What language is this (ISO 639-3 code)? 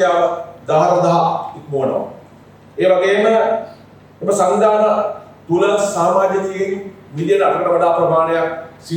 sin